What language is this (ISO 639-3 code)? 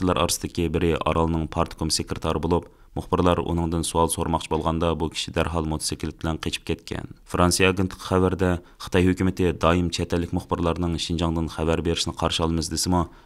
uig